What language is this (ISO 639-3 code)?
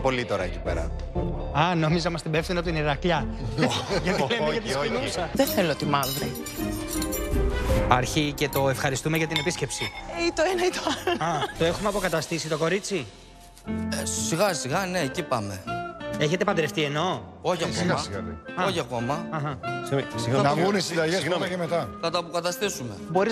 ell